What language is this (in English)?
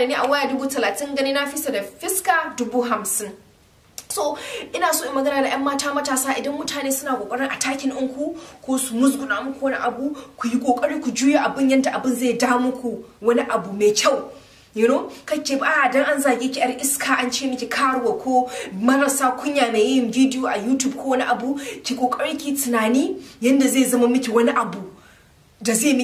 Hausa